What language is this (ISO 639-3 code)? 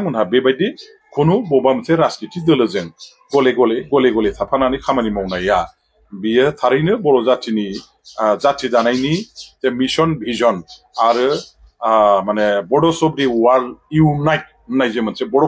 brx